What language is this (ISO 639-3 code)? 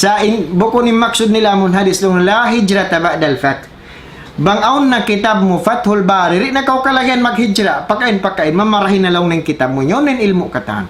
tsg